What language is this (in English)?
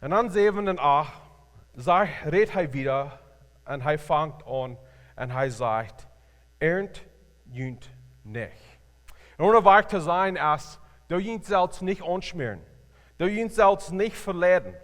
Plautdietsch